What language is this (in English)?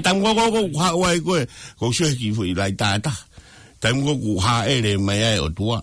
Tongan